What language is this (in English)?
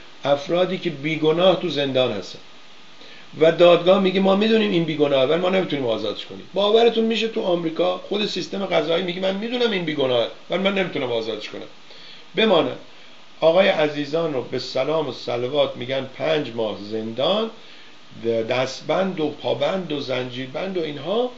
Persian